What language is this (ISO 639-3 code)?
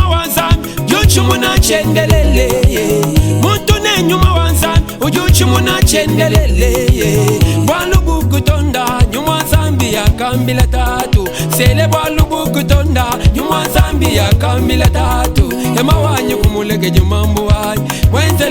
lua